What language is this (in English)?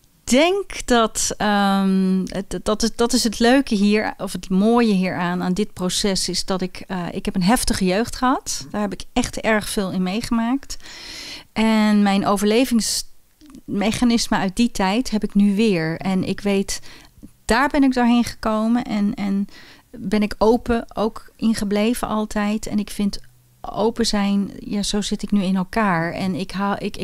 Dutch